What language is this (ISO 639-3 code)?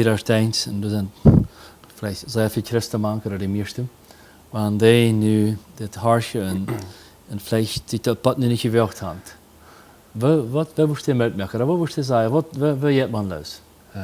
pdt